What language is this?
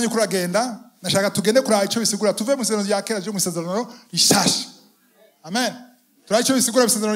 Rundi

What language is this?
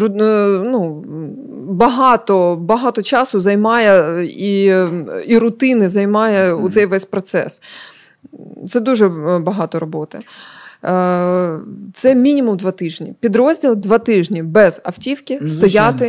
Ukrainian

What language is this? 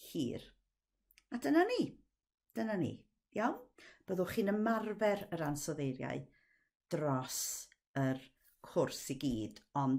Welsh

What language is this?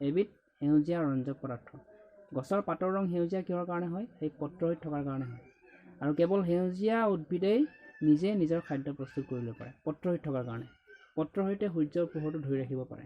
Assamese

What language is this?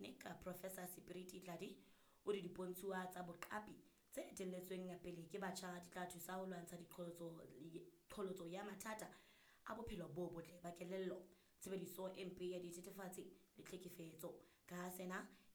Southern Sotho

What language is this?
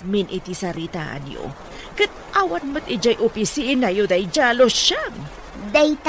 Iloko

